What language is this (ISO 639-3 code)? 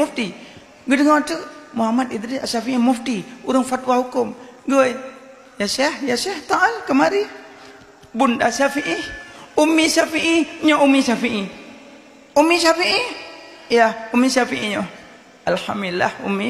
ace